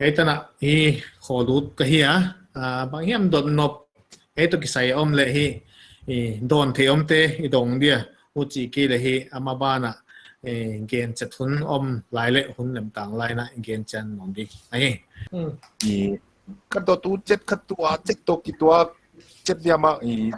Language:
Paite Chin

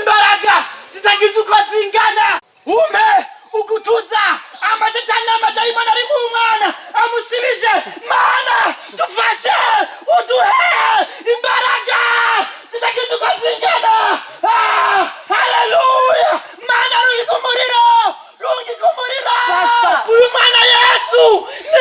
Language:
Rundi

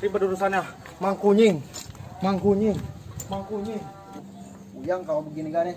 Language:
Betawi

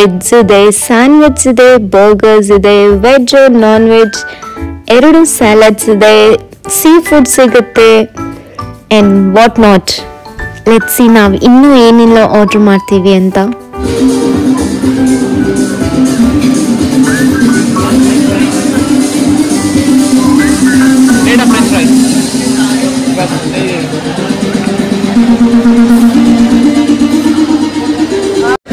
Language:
Kannada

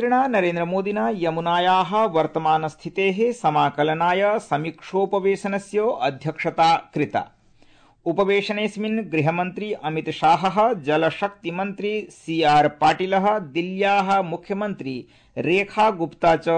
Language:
Sanskrit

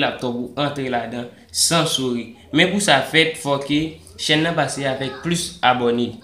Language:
Haitian Creole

